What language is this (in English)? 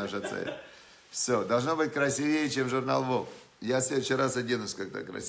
Russian